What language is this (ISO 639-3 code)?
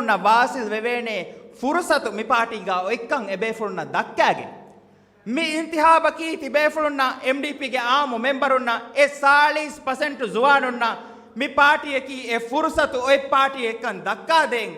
div